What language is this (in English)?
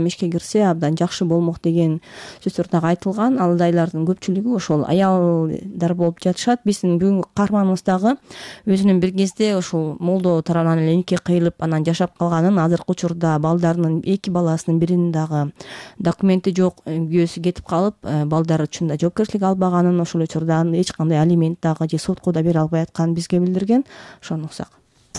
Kyrgyz